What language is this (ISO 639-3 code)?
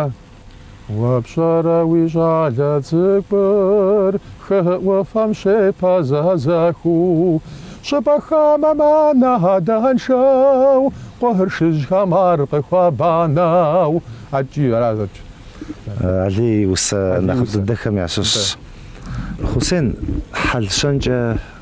kbd